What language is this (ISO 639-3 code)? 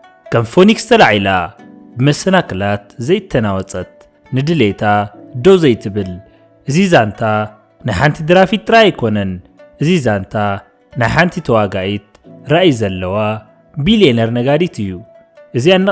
tir